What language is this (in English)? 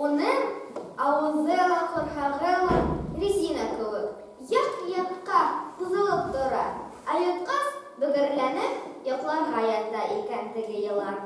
Bashkir